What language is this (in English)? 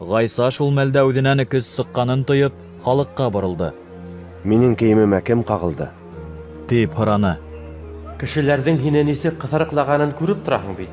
Bashkir